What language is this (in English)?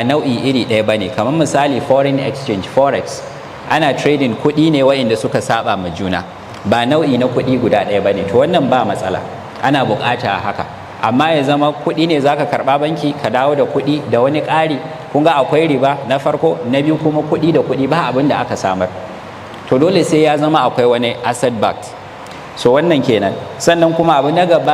Hausa